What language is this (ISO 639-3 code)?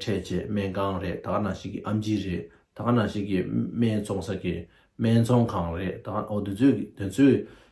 bod